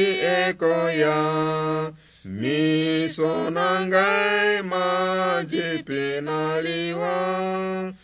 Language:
Lingala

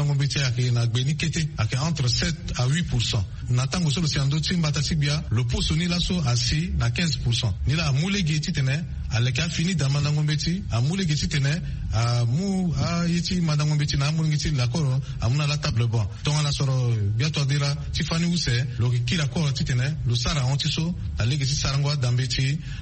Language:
Sango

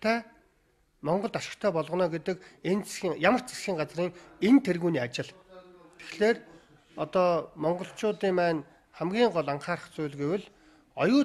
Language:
Mongolian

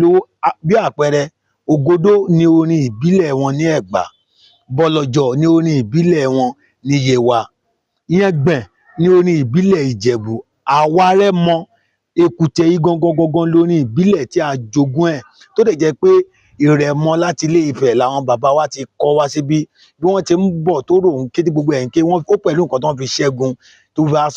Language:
Yoruba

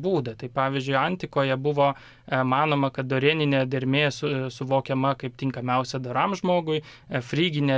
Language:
Lithuanian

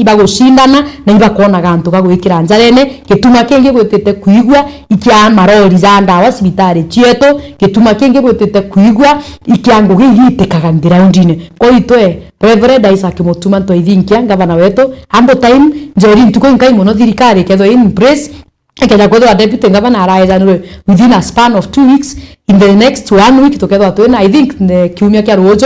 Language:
Meru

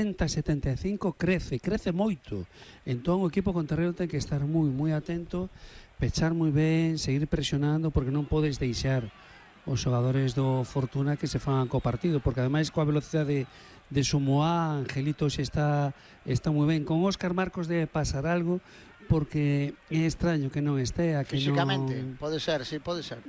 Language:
Galician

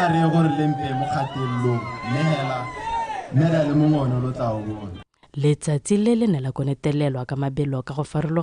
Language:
Tswana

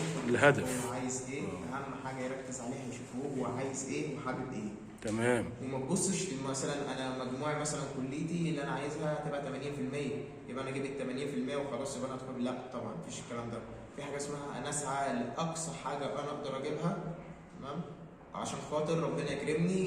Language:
Egyptian Arabic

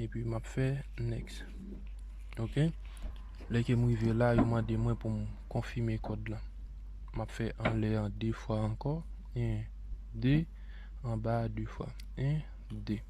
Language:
Haitian Creole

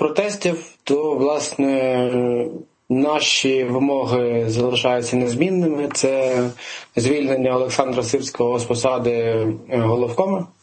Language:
Ukrainian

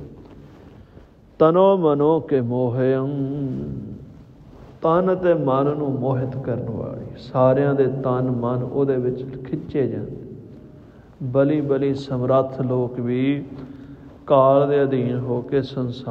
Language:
Punjabi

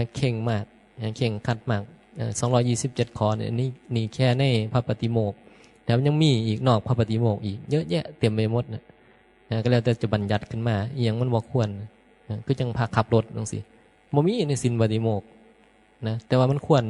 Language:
Northeastern Thai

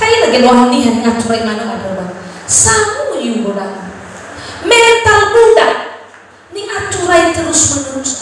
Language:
Nias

